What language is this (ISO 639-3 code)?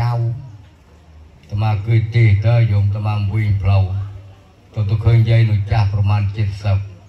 kxm